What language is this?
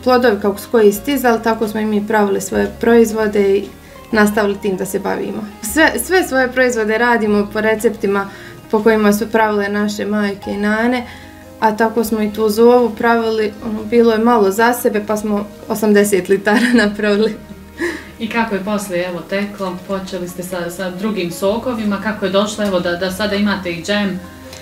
Bosnian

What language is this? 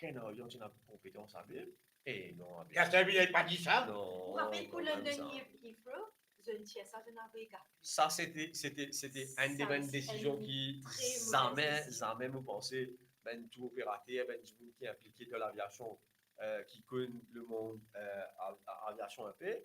Morisyen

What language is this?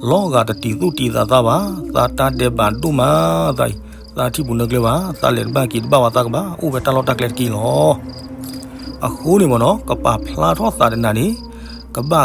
S'gaw Karen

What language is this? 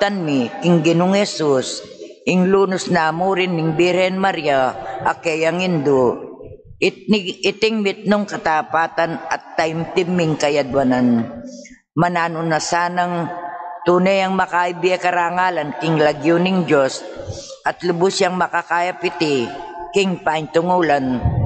Pampanga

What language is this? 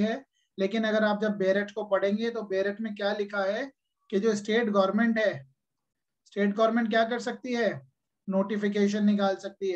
Hindi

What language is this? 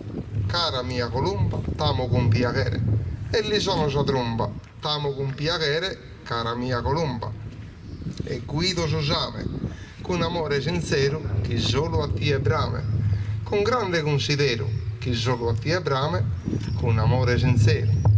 Sardinian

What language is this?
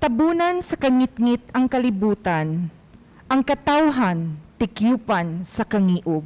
Cebuano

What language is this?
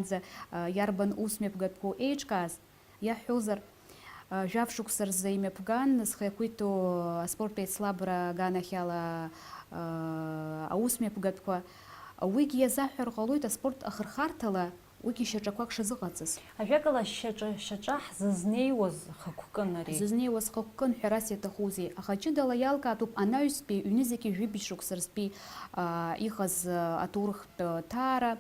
Abkhazian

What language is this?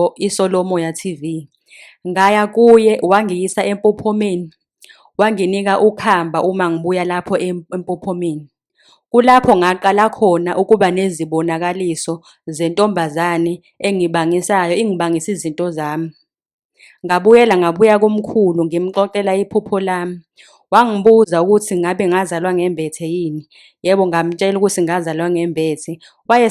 Zulu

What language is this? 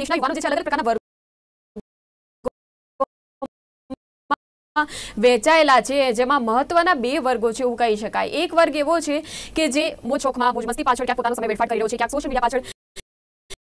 Gujarati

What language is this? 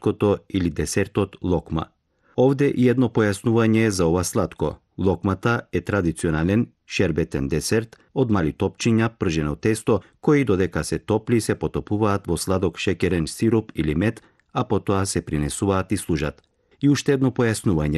Macedonian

